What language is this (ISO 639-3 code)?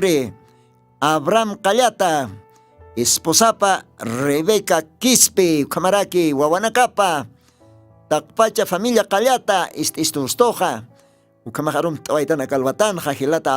aym